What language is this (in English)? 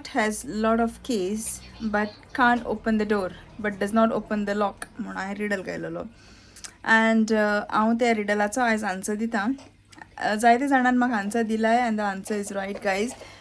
Konkani